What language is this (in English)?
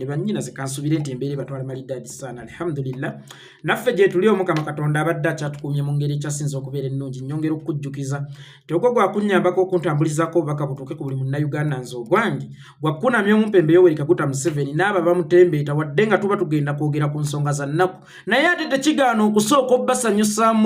Ganda